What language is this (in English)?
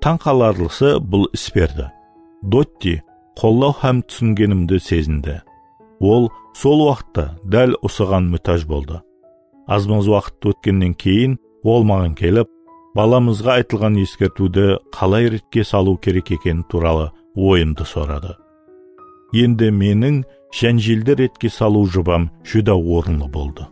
Kara-Kalpak